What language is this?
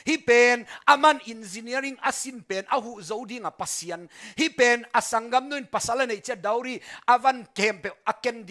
Tedim Chin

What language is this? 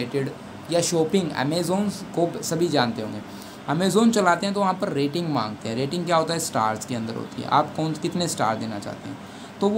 Hindi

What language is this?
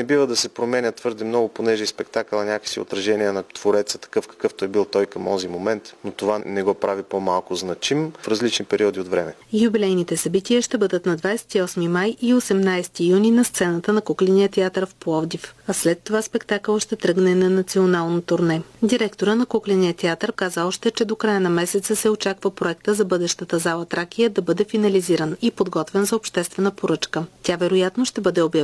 Bulgarian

